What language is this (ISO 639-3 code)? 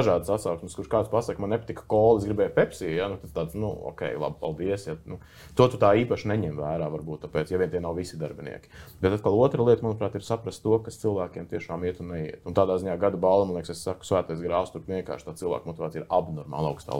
lav